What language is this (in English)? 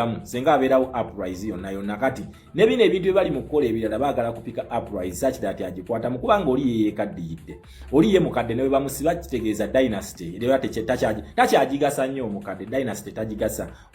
Ganda